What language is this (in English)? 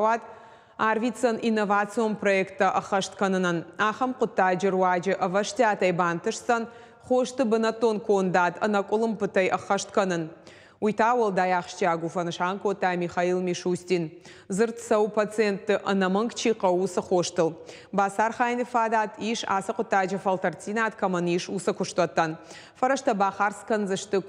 Ossetic